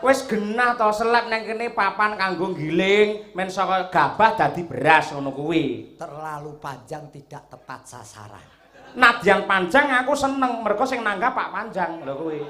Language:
Javanese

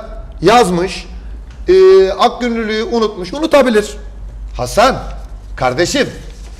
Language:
Turkish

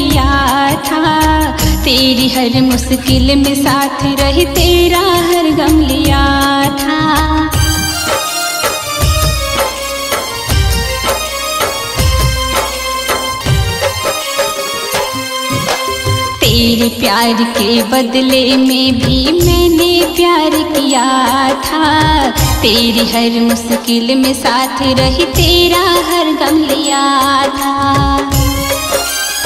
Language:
Hindi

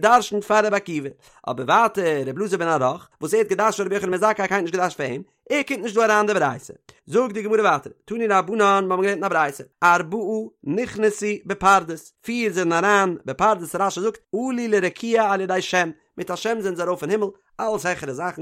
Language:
Yiddish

